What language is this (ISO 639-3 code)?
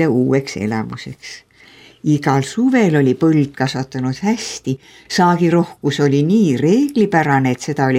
est